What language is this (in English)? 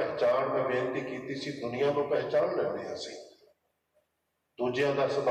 Punjabi